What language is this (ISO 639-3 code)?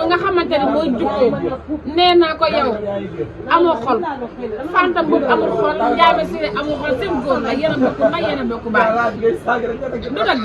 wol